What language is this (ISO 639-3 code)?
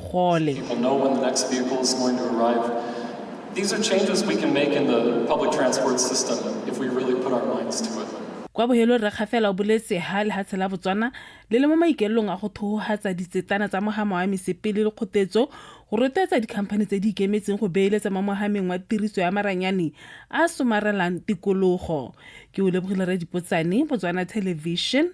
tsn